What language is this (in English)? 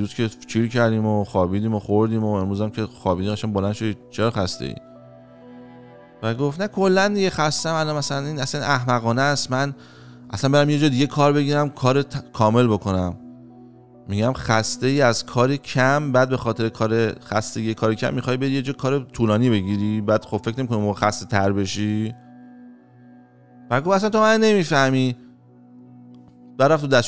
Persian